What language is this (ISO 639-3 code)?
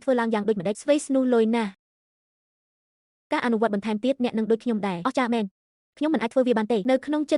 khm